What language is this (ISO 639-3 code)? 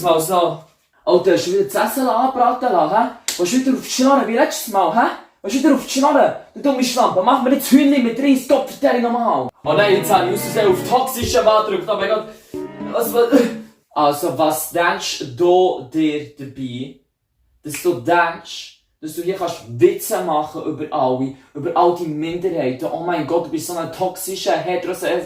gsw